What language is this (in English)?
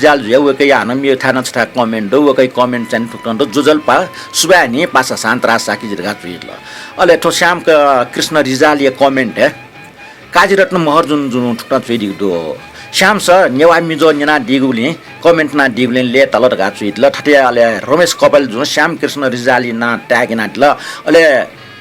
Newari